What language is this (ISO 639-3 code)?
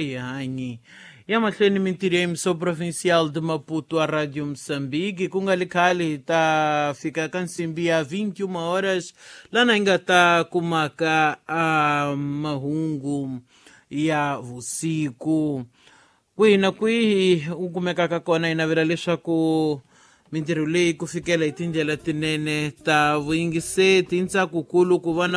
tso